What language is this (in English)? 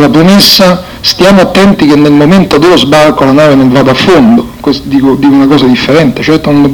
Italian